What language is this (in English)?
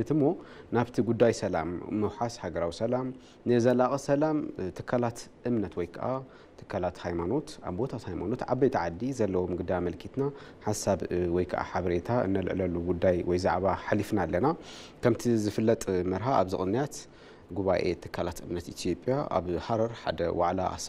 Tigrinya